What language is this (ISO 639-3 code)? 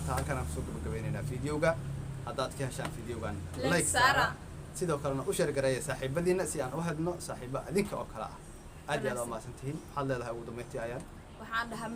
som